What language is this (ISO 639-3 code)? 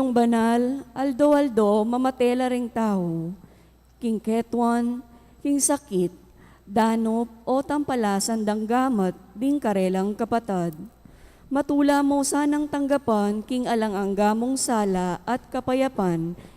pam